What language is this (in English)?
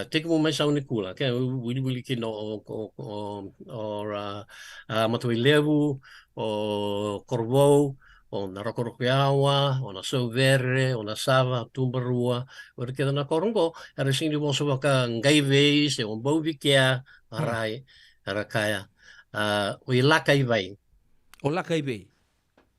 Fijian